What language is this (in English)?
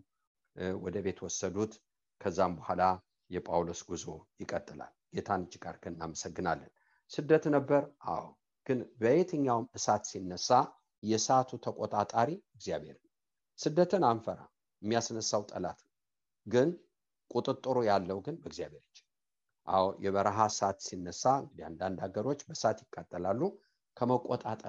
Amharic